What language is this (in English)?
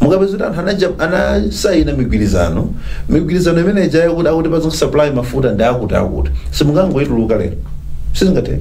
Nyanja